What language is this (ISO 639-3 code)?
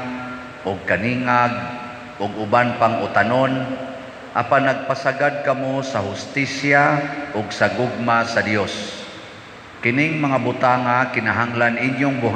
ceb